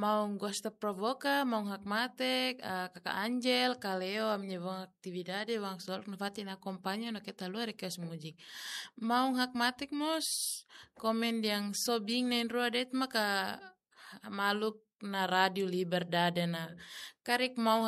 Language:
Tetum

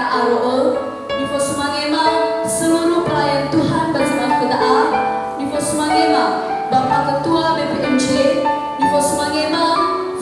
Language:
Nias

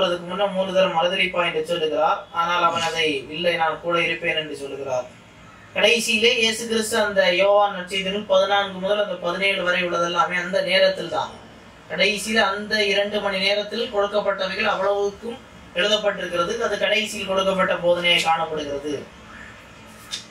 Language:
Tamil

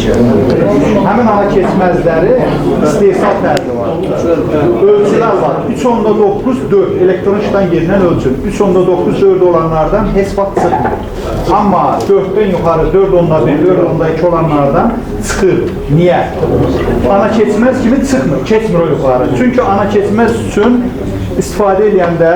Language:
Azerbaijani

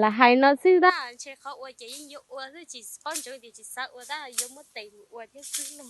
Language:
Hmong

